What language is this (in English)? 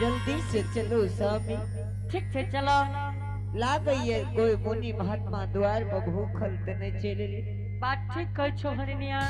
Angika